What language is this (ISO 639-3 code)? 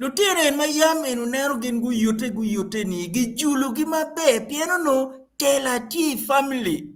ach